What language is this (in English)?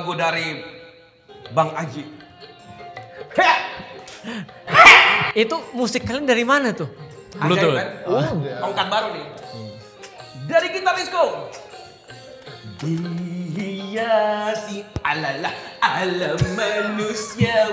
Indonesian